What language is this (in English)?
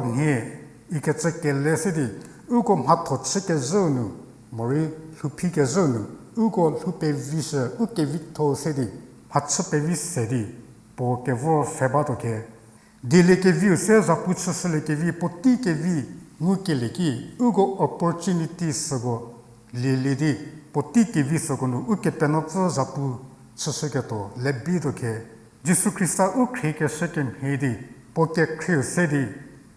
Angami Naga